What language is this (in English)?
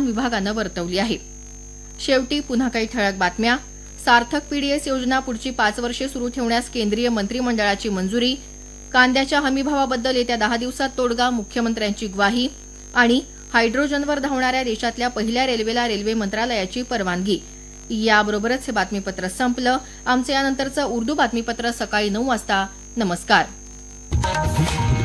Marathi